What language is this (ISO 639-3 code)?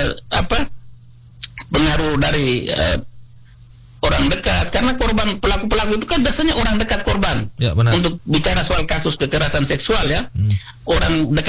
ind